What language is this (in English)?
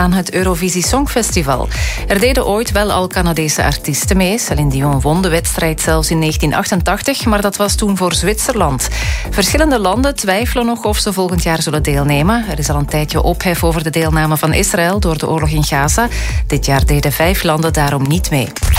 Dutch